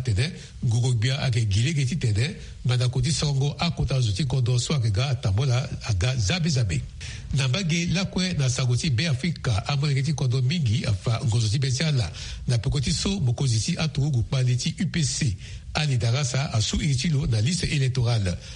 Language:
Sango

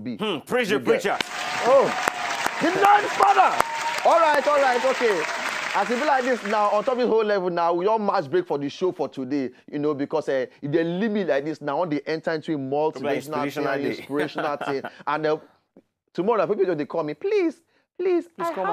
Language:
Nigerian Pidgin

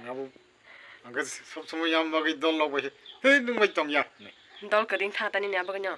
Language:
Kok Borok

